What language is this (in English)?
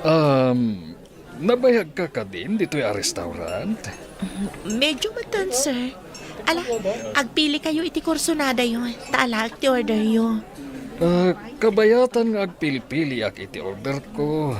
Iloko